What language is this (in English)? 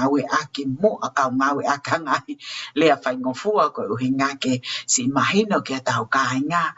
Tongan